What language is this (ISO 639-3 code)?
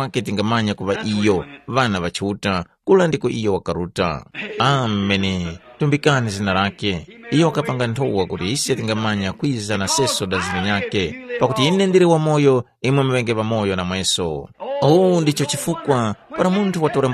tum